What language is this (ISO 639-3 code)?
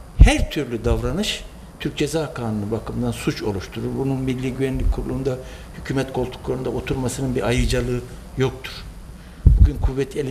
tur